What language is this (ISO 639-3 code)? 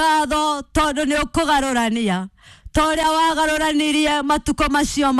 kik